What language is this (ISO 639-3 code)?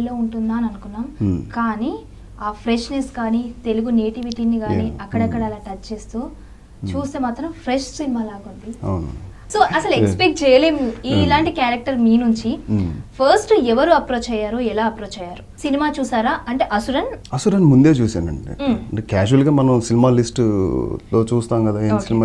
tel